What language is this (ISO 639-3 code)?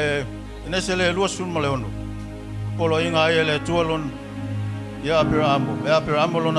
smo